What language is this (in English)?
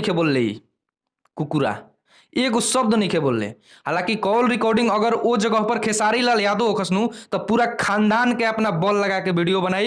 Bhojpuri